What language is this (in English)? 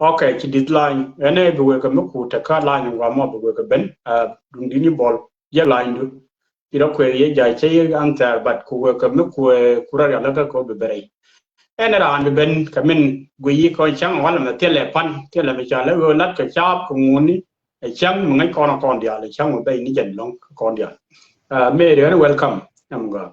Nuer